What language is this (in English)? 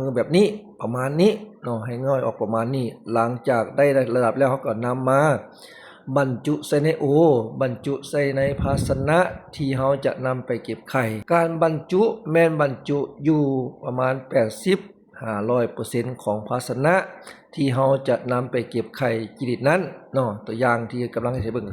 Lao